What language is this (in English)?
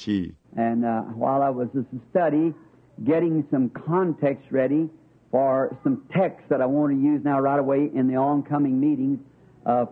Bemba